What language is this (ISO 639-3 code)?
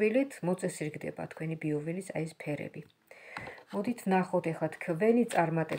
kat